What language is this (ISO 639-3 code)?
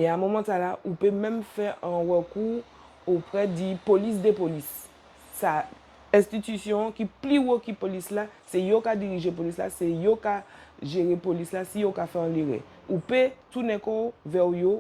gcf